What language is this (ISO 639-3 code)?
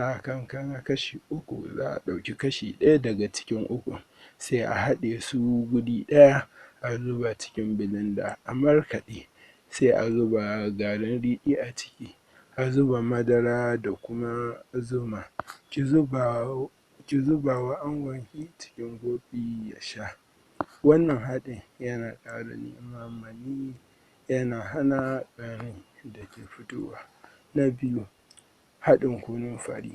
hau